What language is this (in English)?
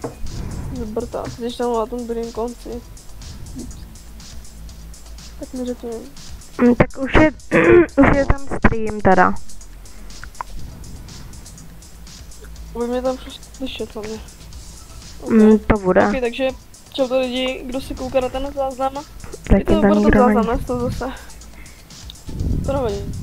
Czech